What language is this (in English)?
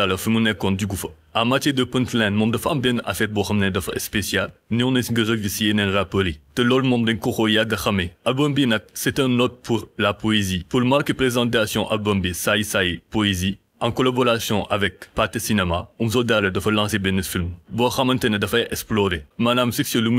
Wolof